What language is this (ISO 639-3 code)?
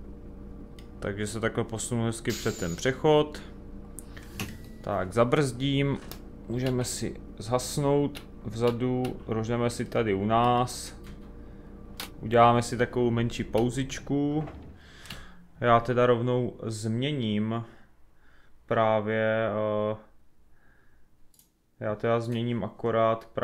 ces